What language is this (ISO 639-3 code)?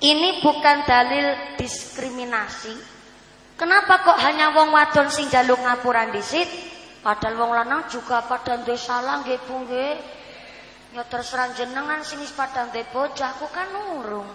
jav